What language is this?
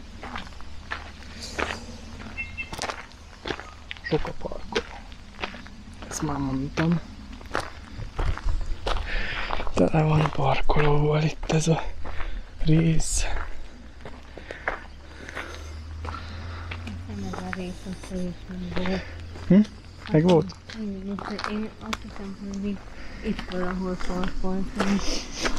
Hungarian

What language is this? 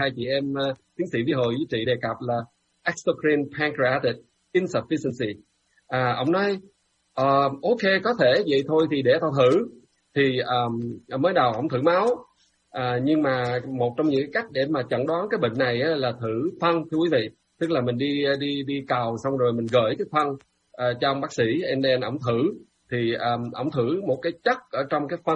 Vietnamese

